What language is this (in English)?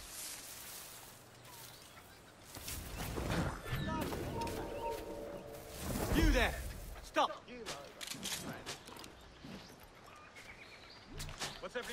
Hindi